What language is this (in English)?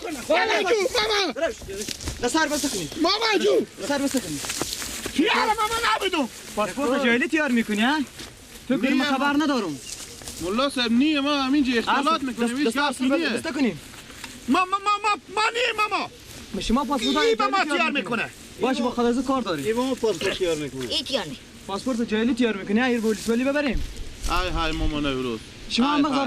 Persian